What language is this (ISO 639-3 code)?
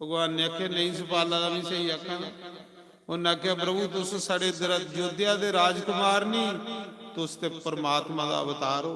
doi